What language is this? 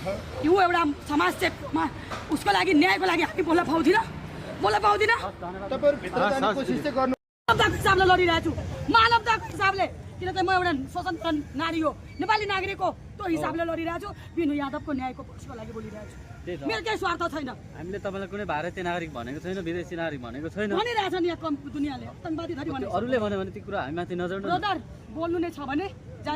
Nepali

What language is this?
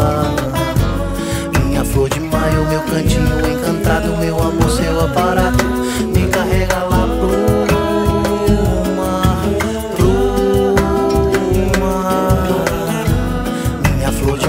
Portuguese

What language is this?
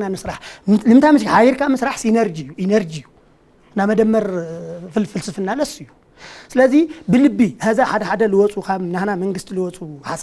Tigrinya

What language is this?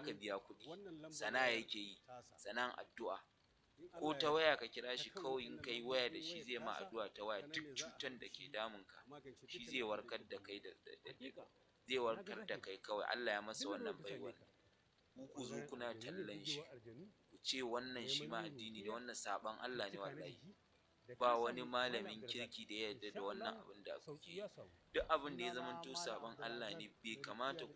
Hausa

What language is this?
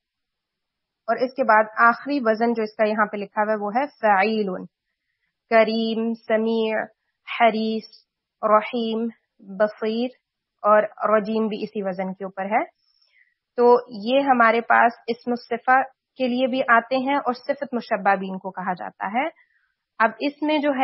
Urdu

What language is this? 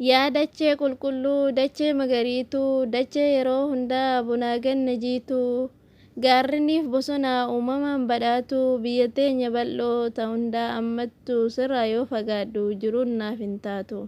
Oromo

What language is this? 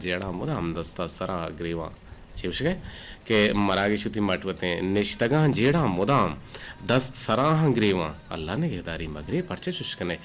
Eastern Balochi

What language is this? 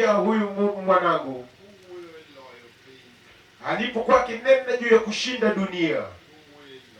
Luo (Kenya and Tanzania)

